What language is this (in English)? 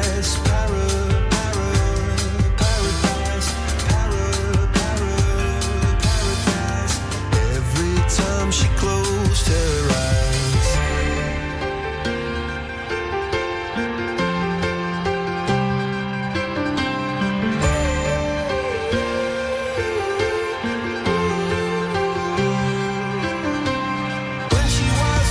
Portuguese